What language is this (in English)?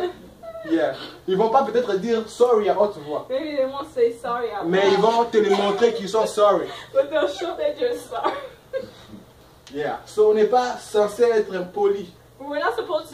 French